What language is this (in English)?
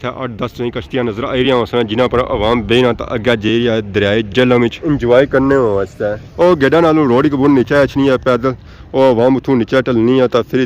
Pahari-Potwari